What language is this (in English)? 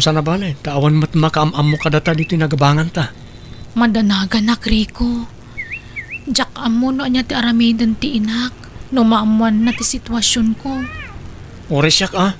Iloko